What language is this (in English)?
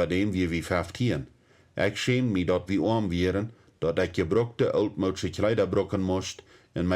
Plautdietsch